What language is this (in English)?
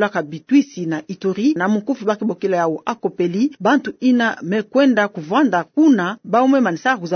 Kituba (Democratic Republic of Congo)